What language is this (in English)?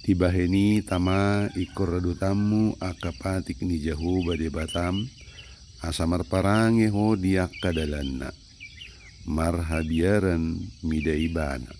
Batak Toba